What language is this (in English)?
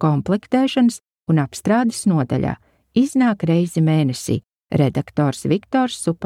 Latvian